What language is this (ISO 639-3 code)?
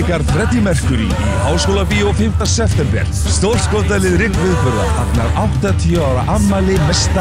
isl